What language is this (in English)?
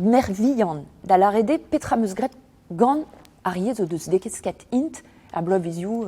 Breton